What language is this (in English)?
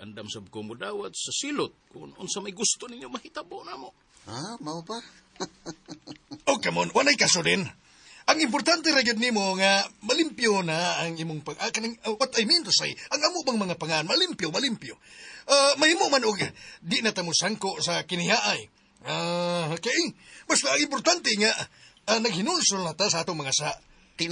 Cebuano